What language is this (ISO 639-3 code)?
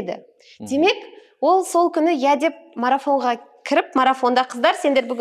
kaz